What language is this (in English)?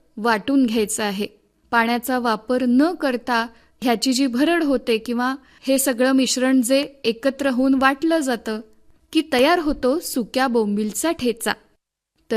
Marathi